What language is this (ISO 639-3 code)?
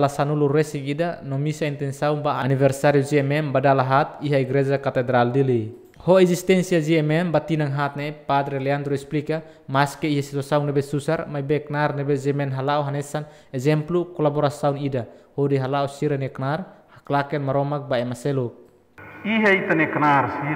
tet